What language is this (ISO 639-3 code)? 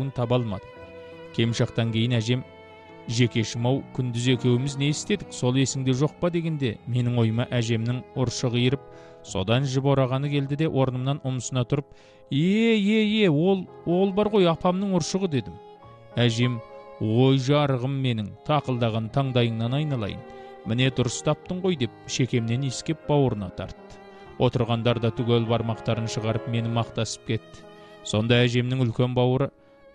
kaz